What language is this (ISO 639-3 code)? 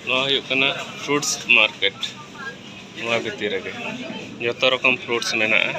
sat